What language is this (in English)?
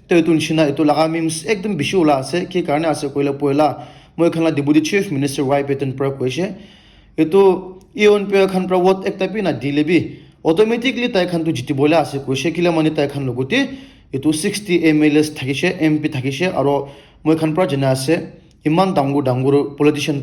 Naga Pidgin